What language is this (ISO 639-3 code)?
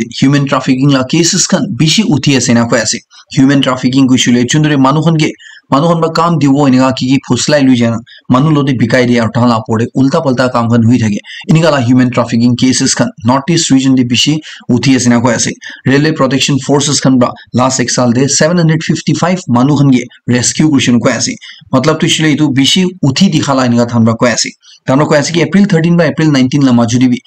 nag